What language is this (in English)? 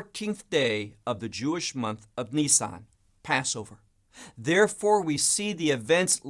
English